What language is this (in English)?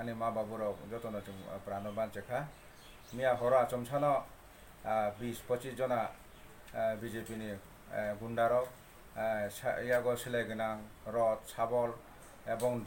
Kok Borok